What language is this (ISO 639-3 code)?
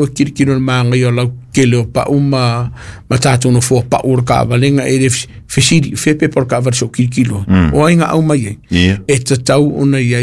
smo